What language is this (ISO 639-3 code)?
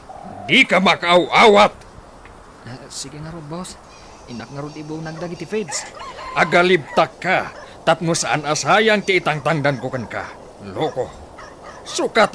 ilo